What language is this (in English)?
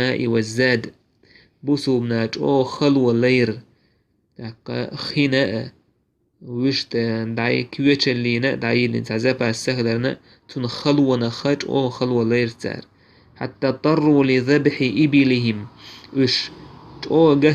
Chechen